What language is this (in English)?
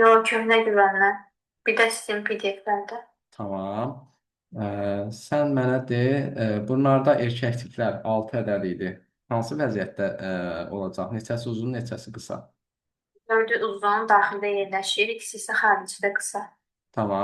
Azerbaijani